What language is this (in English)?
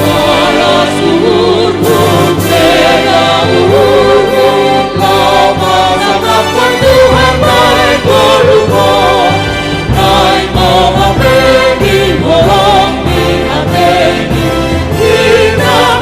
Batak Simalungun